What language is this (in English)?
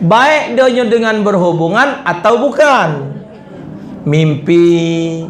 Musi